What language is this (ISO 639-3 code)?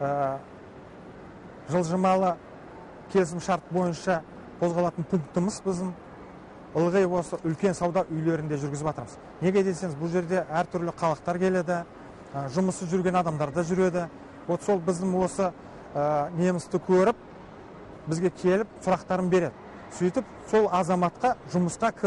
kaz